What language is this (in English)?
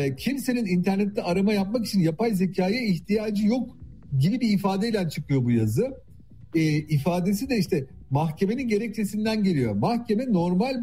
Turkish